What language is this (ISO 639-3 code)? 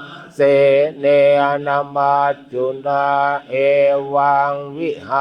pli